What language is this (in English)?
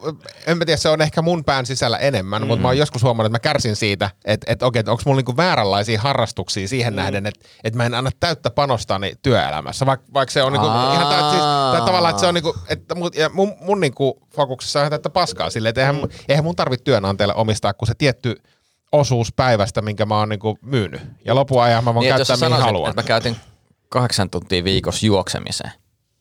Finnish